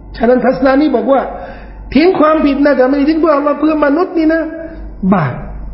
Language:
Thai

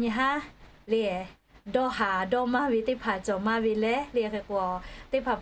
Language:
Lahu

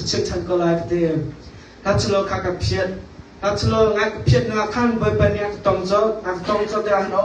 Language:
Hakha Chin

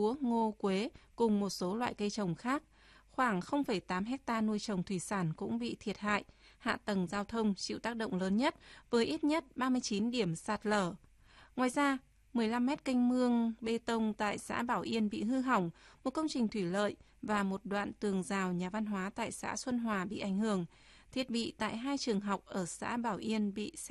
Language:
Vietnamese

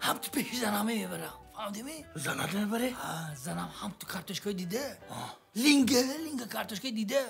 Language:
Tajik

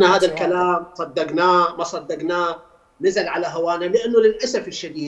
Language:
Mesopotamian Arabic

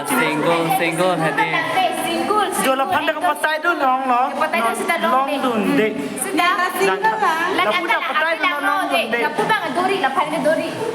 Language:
Karbi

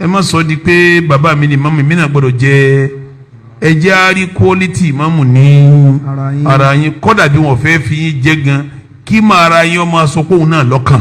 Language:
Yoruba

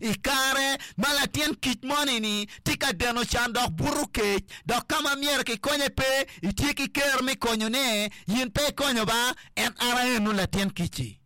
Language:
Acoli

